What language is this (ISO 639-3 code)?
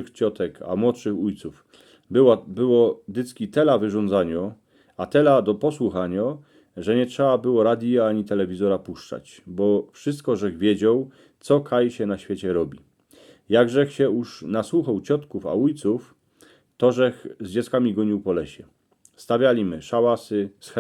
szl